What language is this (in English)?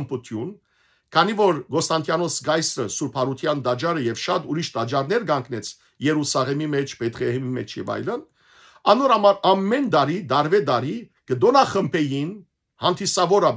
Western Armenian